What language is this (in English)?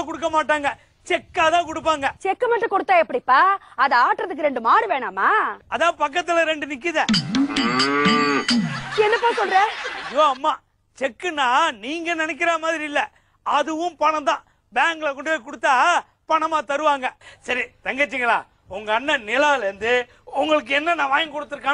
Tamil